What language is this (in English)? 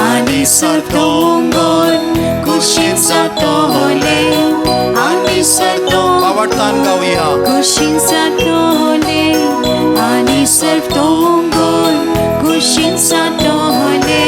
Konkani